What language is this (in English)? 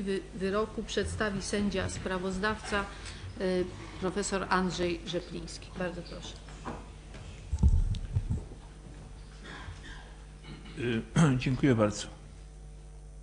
Polish